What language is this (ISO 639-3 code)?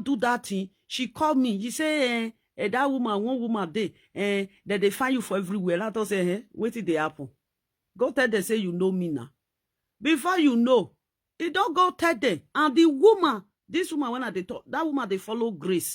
pcm